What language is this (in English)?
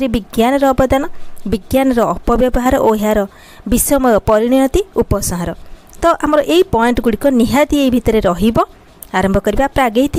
Odia